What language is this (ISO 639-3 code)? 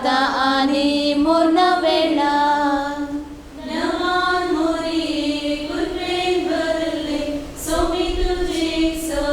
kok